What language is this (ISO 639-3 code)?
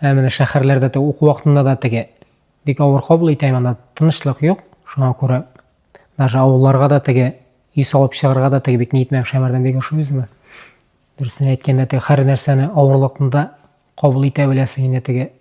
tat